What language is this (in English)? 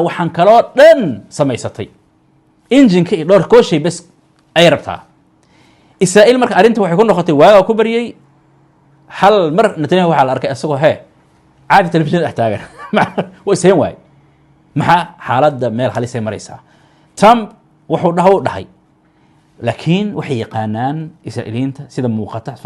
Somali